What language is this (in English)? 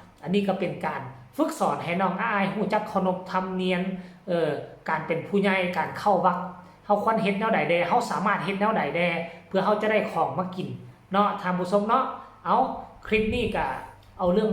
Northeastern Thai